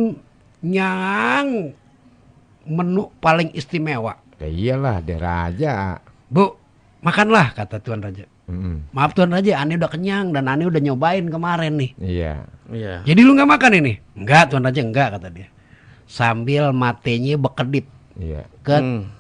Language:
Betawi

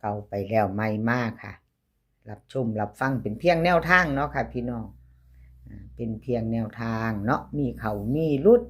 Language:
Northeastern Thai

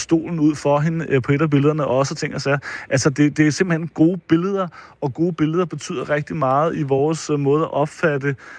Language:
Danish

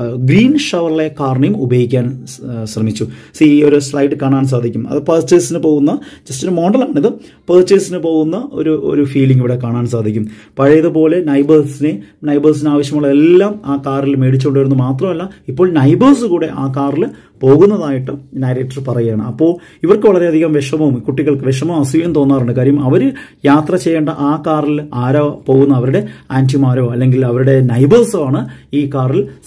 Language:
Malayalam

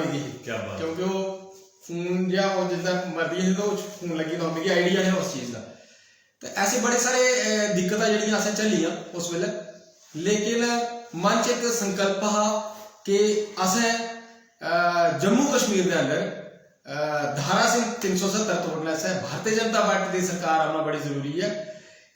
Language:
Dogri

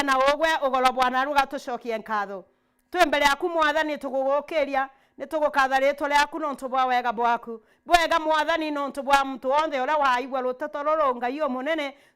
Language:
Meru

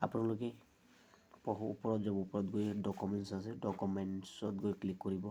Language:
Assamese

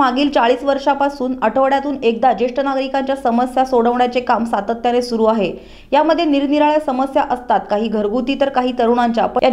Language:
Marathi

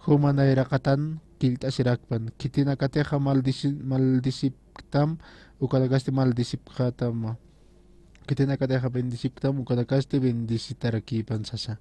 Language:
Aymara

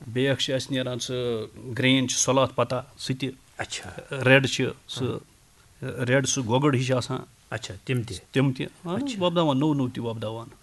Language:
Kashmiri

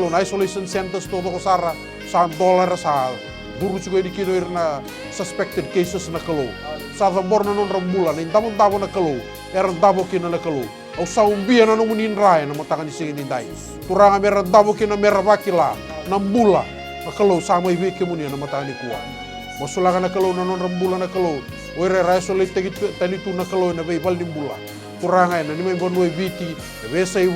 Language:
Fijian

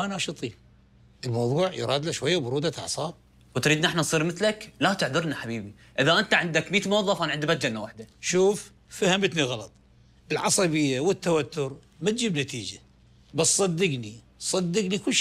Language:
Mesopotamian Arabic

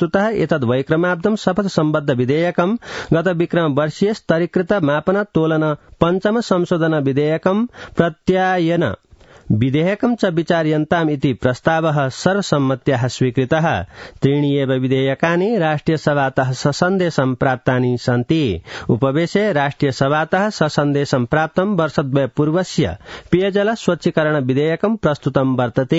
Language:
Sanskrit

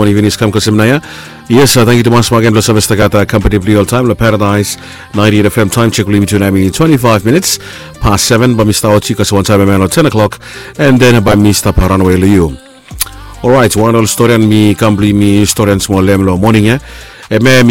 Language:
Bislama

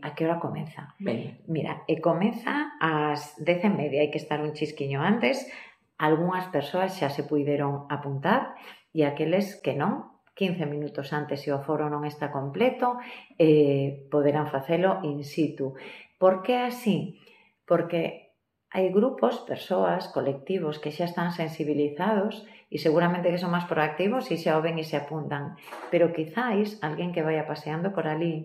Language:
Galician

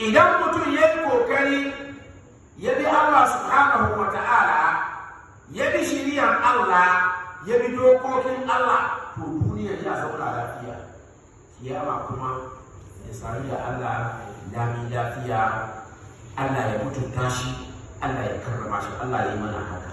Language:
Hausa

